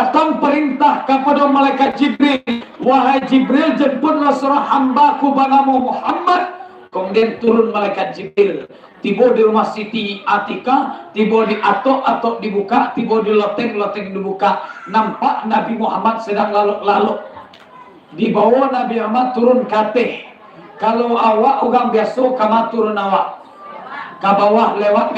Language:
Minangkabau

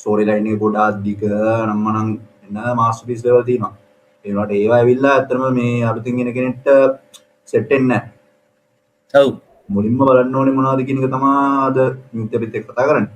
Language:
Sinhala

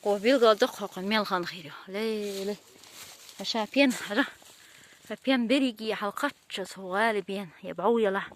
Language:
Chechen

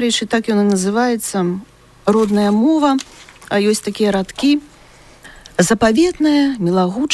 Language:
Belarusian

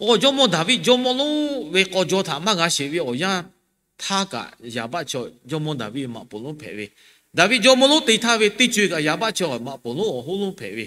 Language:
Lahu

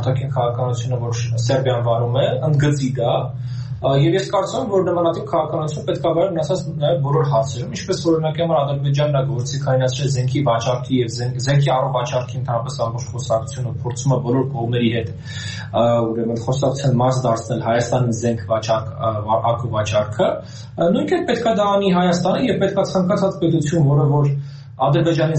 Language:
Armenian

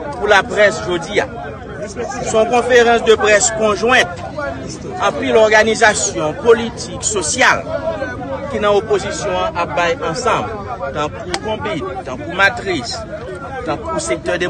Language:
Haitian Creole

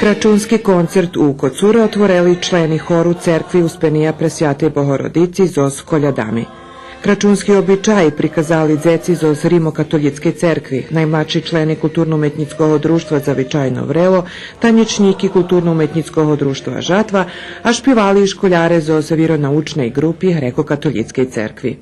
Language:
Rusyn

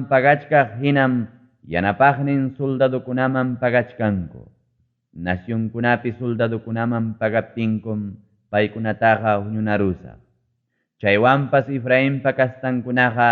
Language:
Ayacucho Quechua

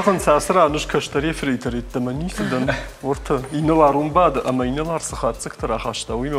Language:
Ossetic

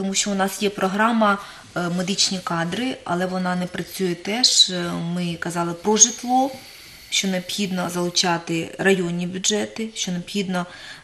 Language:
Ukrainian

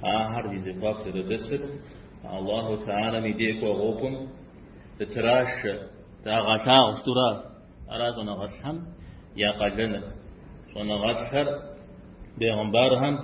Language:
Kabardian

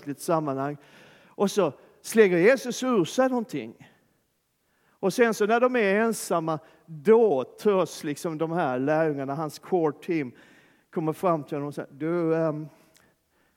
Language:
Swedish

